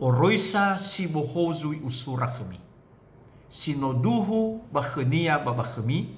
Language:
Nias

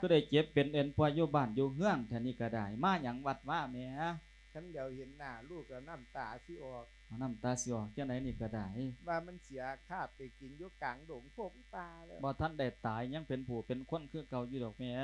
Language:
Lao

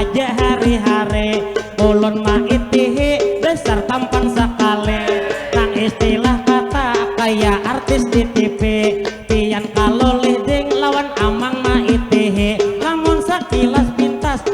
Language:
Banjar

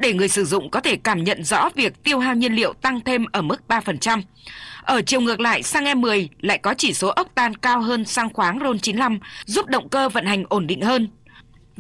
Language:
Vietnamese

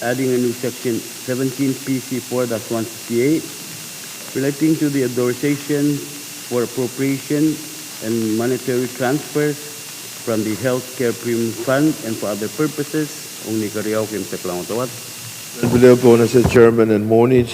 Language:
Pohnpeian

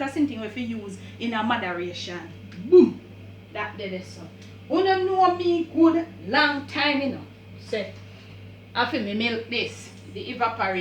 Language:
Jamaican Creole English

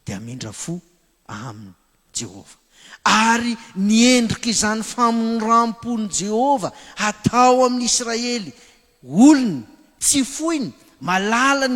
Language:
Malagasy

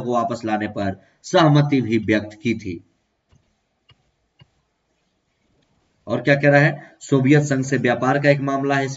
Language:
Hindi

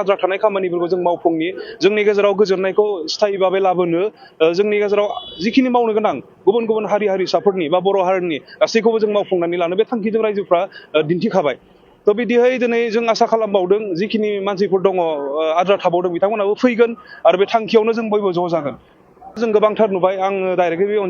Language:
Bodo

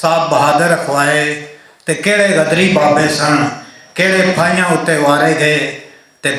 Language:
Western Panjabi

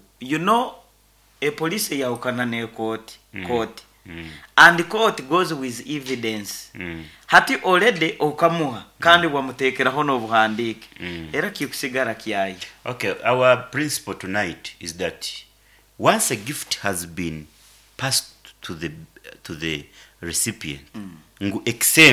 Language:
Nyankole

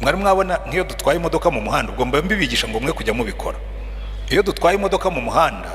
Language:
Kinyarwanda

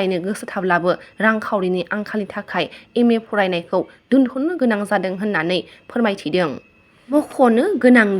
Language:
Bodo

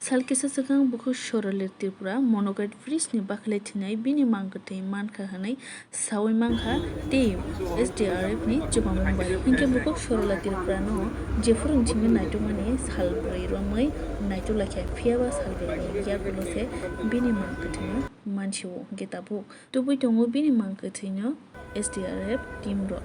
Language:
Kok Borok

